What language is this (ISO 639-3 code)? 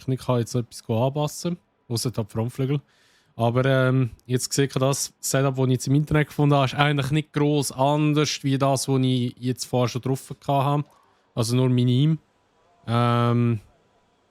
gsw